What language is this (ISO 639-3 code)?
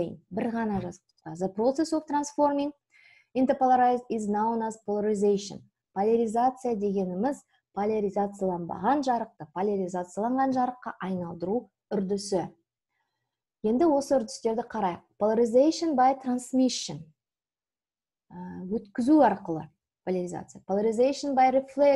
kaz